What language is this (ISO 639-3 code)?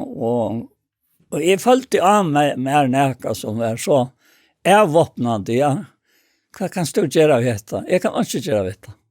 fao